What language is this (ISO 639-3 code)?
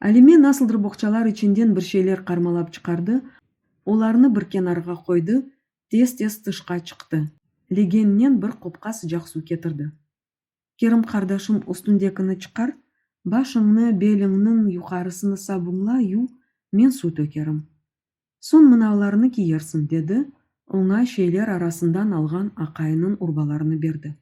crh